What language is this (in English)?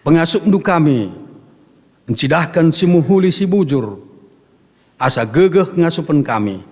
Batak Karo